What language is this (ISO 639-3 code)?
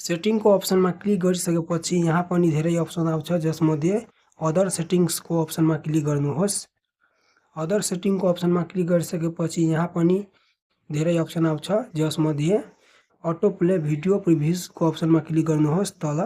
nep